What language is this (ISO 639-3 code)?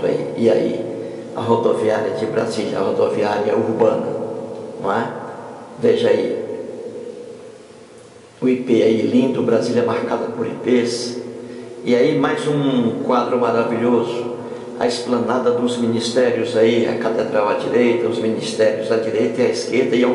por